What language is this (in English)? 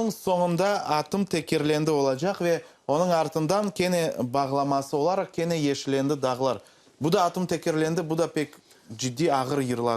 Crimean Tatar